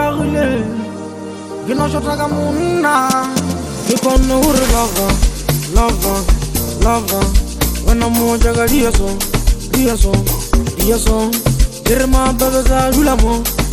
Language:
Swahili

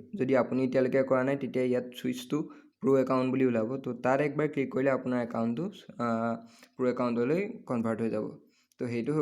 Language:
Assamese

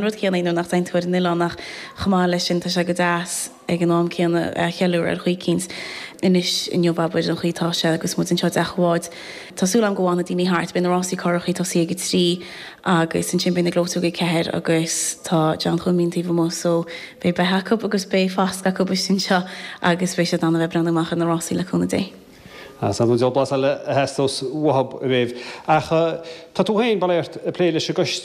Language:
Irish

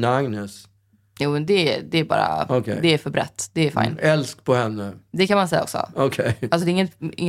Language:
Swedish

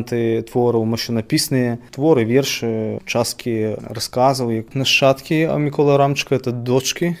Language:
Belarusian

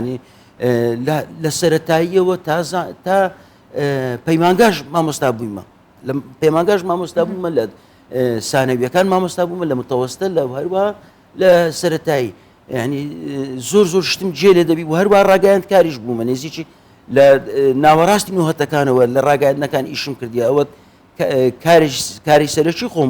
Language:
Central Kurdish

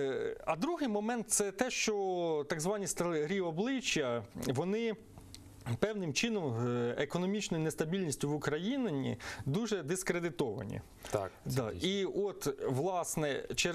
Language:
Ukrainian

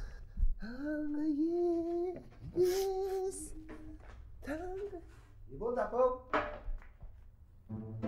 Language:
Kazakh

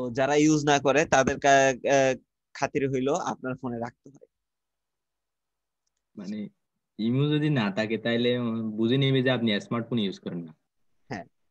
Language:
Bangla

